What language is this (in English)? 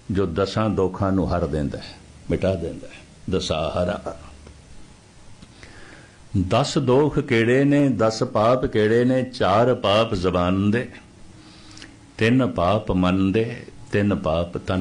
Punjabi